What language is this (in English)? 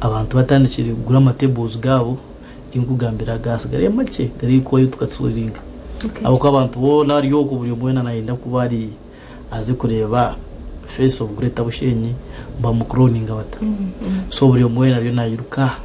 Nyankole